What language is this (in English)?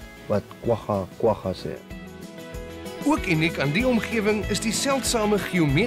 Afrikaans